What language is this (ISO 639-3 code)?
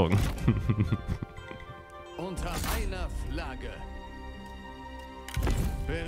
deu